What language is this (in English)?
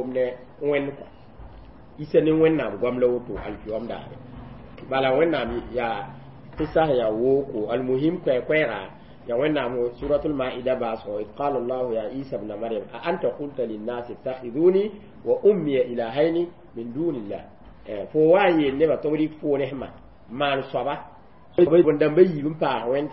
Mossi